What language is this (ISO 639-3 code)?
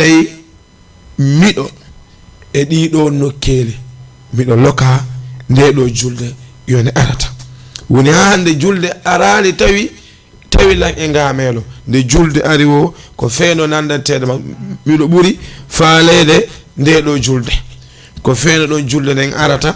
ful